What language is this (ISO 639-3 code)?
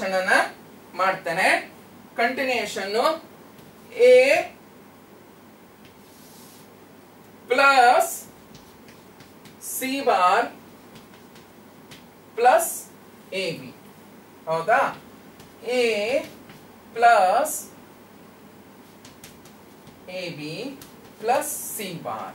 kan